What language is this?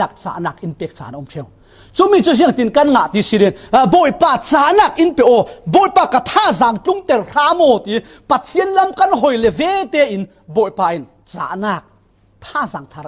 Falam Chin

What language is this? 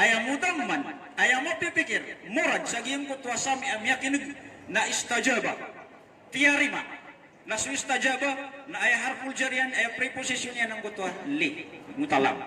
Maranao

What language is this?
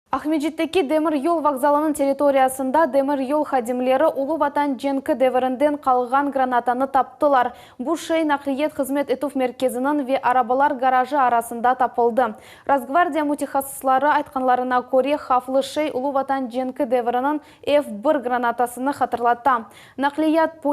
Crimean Tatar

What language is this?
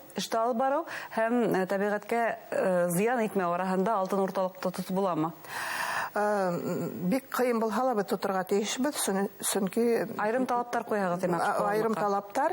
Bashkir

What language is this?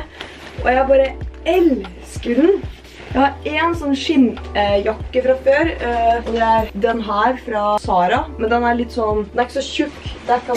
Norwegian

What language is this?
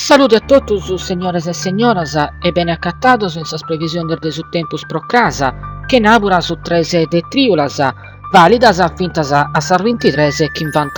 Sardinian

